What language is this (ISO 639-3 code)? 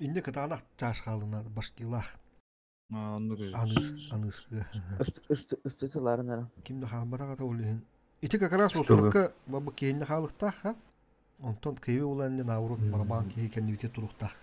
sah